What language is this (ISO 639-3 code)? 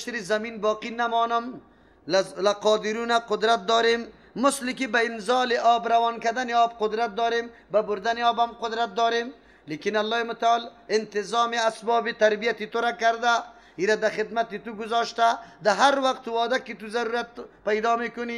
fas